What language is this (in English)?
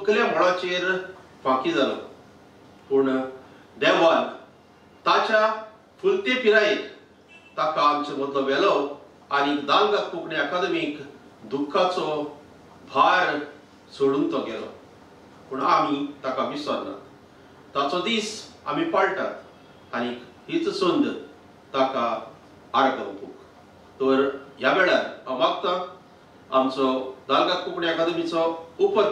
Konkani